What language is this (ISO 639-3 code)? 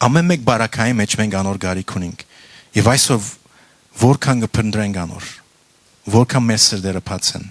hyw